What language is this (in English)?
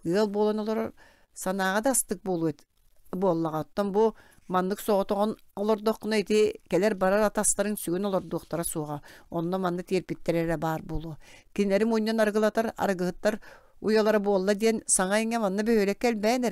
Yakut